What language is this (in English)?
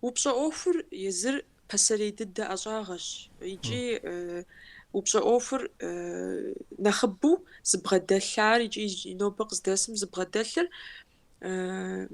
Kabardian